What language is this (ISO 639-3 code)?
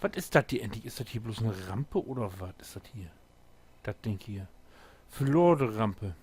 nds